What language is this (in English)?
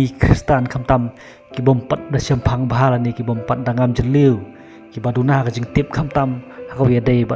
Khasi